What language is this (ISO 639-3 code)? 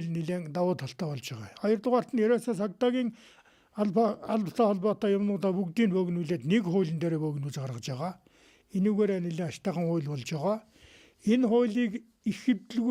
mon